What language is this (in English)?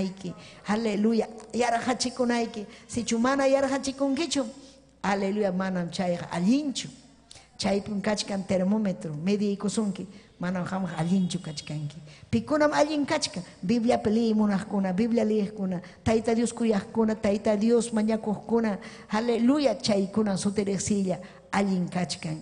Ayacucho Quechua